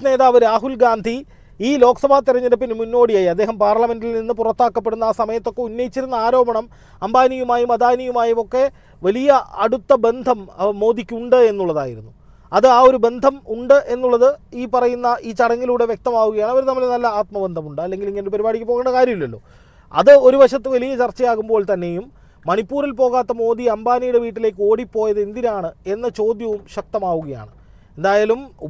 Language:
Malayalam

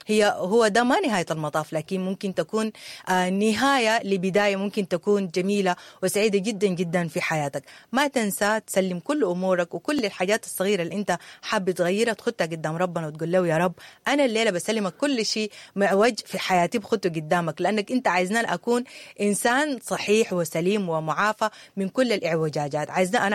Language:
Sudanese Arabic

